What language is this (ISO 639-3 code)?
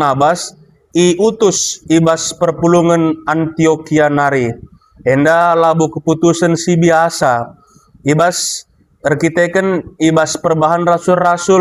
btx